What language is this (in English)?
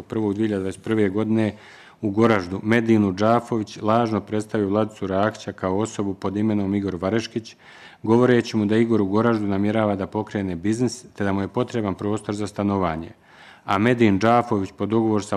Bosnian